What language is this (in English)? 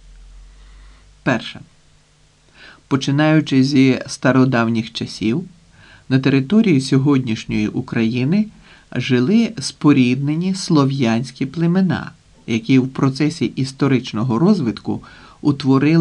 Ukrainian